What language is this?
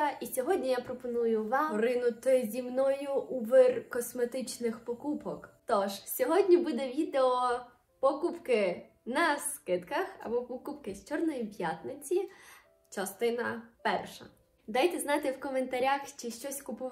Ukrainian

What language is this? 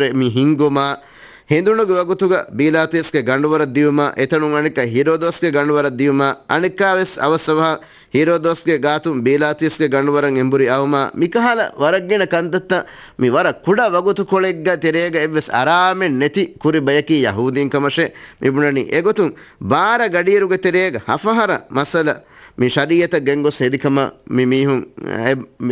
Divehi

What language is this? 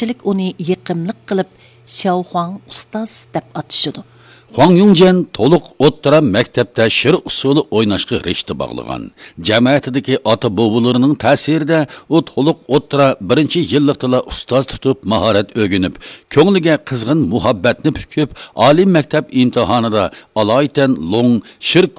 Uyghur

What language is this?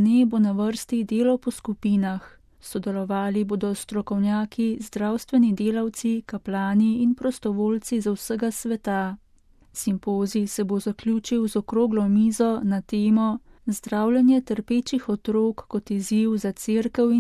Slovenian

